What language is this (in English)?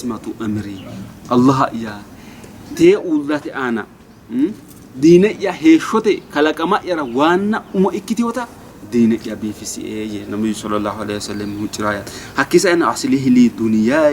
Sidamo